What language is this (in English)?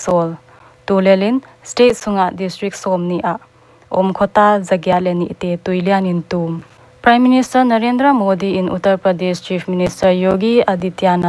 Paite Chin